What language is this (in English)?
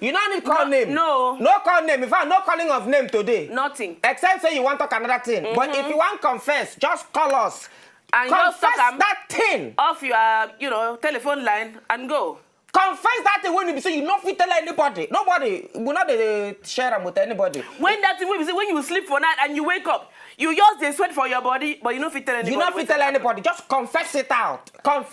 Nigerian Pidgin